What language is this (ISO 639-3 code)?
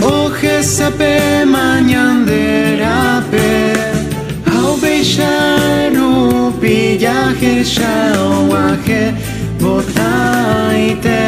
grn